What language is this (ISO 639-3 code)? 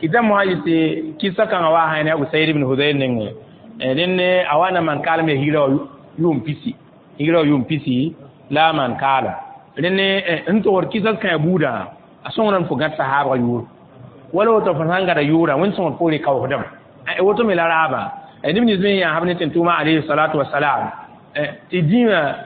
mos